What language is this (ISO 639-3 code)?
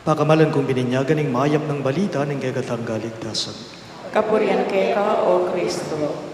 pam